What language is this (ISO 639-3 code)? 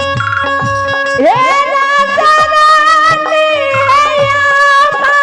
mai